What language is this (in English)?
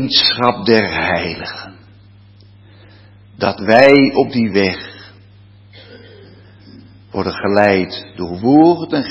Dutch